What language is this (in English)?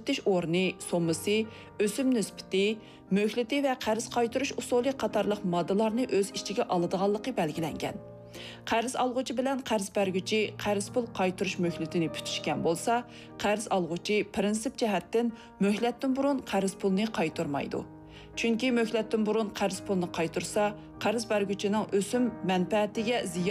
Uyghur